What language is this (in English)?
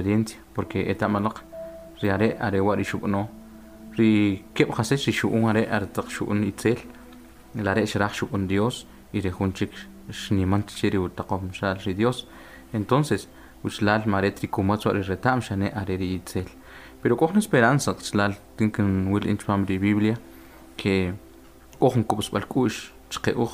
Kʼicheʼ